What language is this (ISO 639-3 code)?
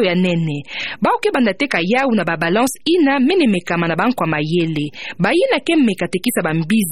ktu